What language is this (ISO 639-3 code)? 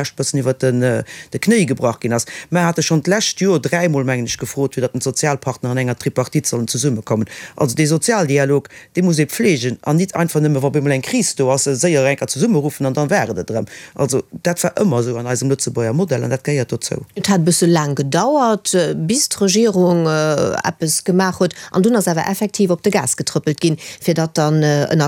ltz